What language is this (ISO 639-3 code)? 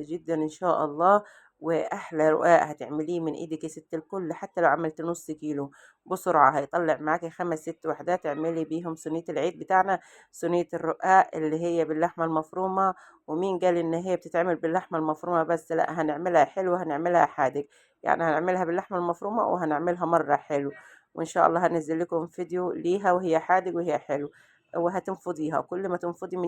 arz